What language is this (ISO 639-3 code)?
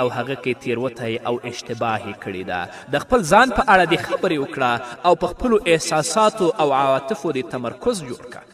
pus